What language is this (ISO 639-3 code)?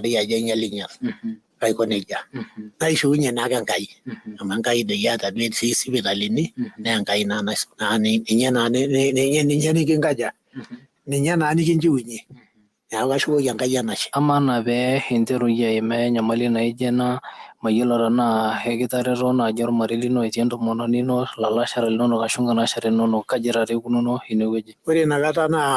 mas